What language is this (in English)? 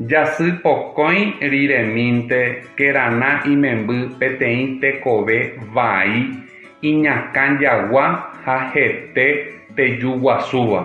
Guarani